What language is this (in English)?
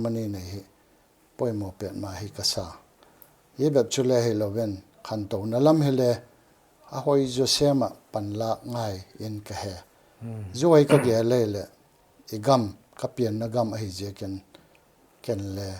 Paite Chin